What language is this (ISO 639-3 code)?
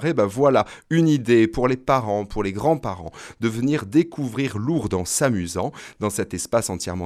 fra